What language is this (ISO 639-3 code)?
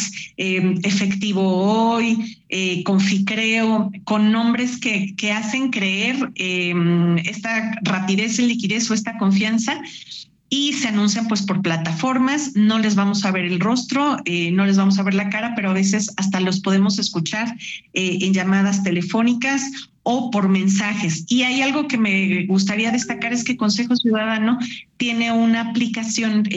spa